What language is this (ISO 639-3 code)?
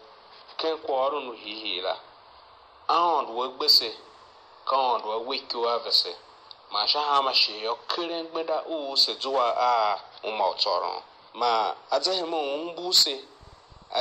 tiv